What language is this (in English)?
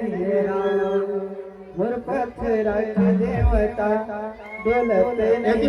Chhattisgarhi